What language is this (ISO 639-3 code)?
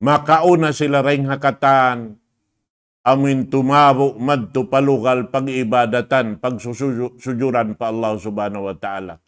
tsg